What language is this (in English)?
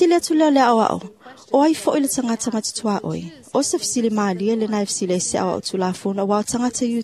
Samoan